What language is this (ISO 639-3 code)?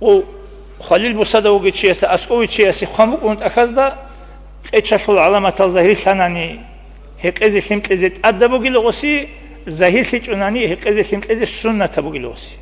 ava